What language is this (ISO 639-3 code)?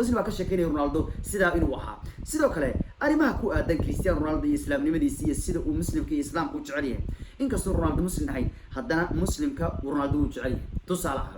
som